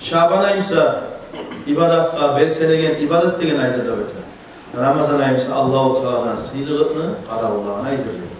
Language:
Kumyk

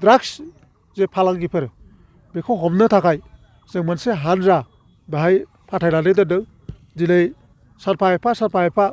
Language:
Bodo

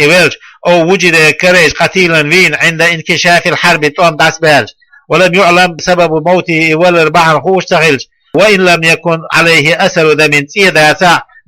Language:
Chechen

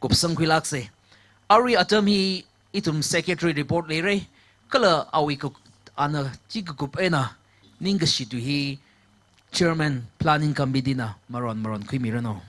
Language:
Tangkhul Naga (India)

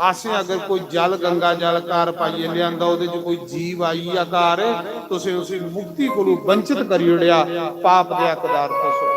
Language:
Dogri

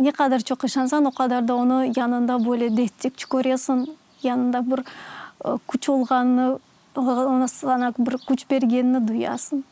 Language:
Crimean Tatar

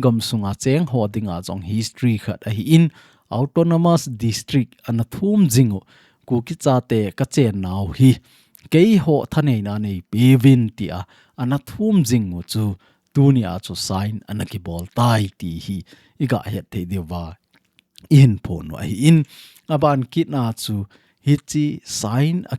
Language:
Thado Chin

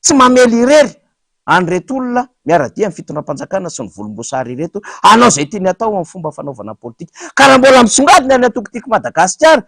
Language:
Malagasy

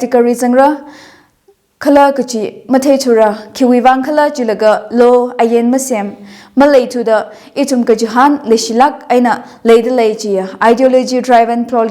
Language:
Tangkhul Naga (India)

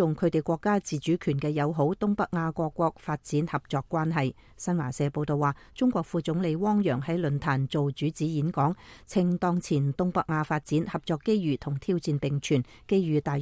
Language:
Cantonese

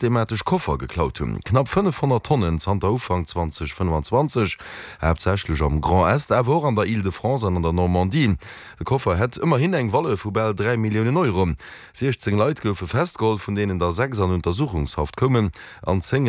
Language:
Luxembourgish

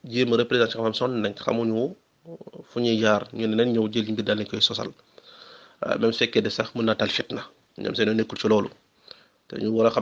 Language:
Wolof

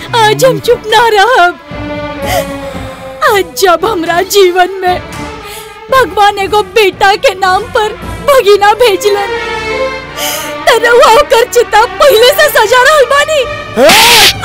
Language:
Bhojpuri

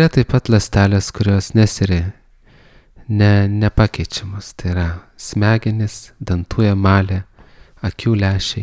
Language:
Lithuanian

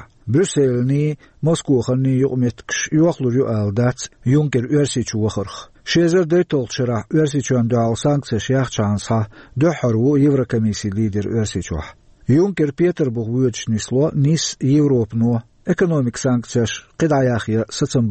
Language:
Chechen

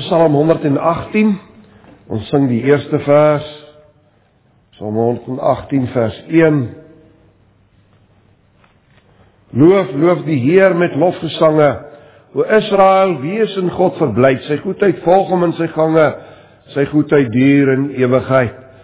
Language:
Afrikaans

